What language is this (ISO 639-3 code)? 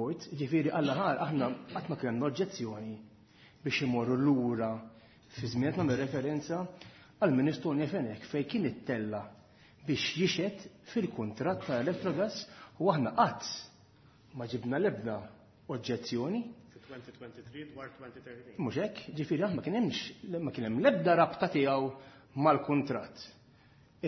mlt